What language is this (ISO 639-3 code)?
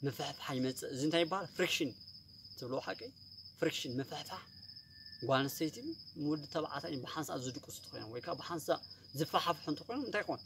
tir